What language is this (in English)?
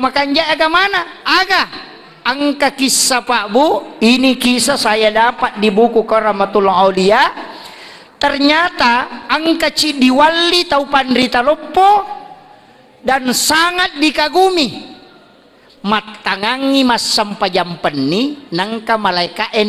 Buginese